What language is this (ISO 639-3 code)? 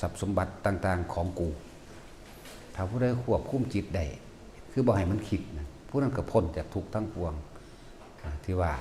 lao